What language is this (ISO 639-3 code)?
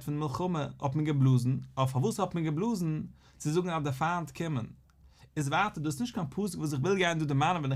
yid